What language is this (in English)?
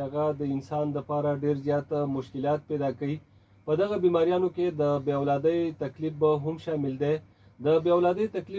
Pashto